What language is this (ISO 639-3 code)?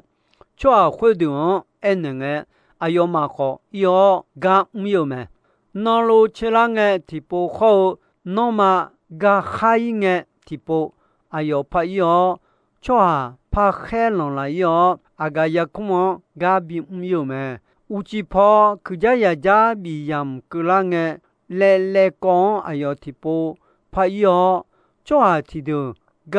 ahk